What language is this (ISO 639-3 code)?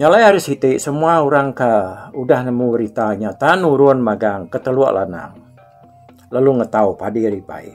iba